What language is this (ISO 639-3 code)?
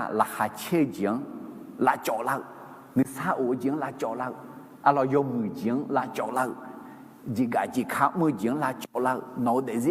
ahk